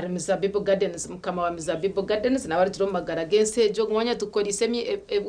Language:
Nyankole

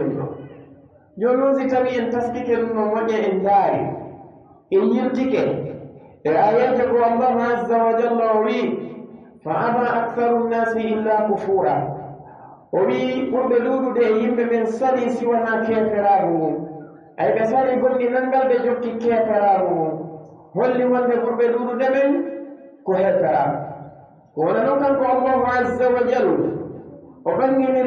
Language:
Pular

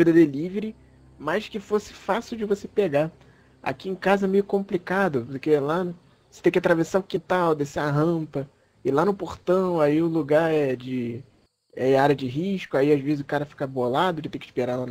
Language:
Portuguese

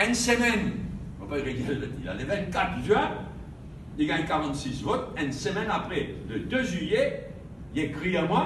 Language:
Morisyen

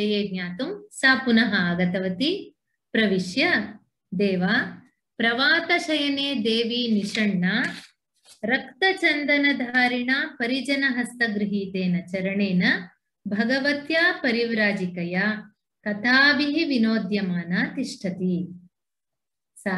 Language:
Sanskrit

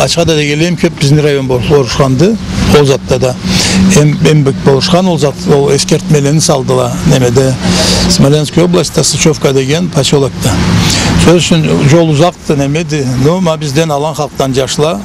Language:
Karachay-Balkar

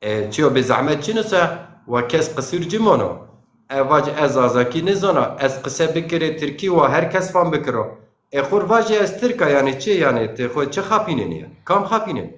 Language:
Zaza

